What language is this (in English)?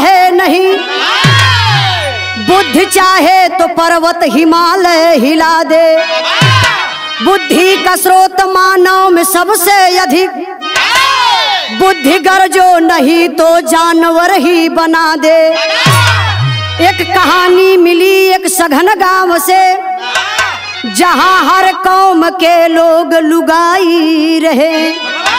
Bhojpuri